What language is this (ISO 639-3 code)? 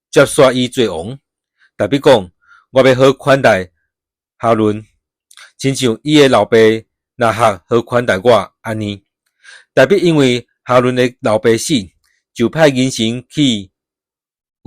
nan